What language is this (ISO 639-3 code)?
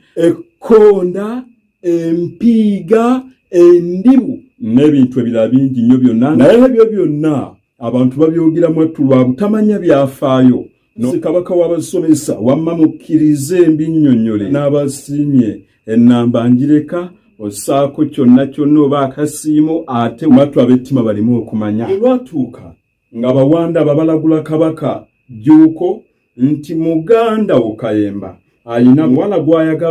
lug